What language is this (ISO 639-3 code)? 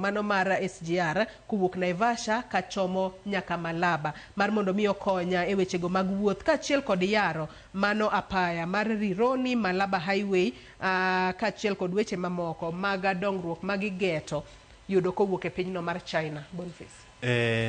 luo